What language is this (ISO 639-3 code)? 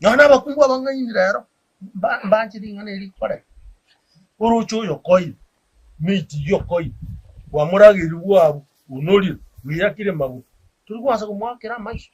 guz